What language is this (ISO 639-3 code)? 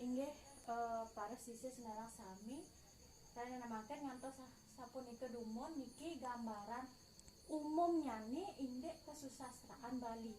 ban